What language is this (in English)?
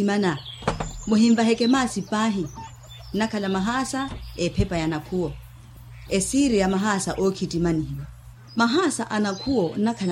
Swahili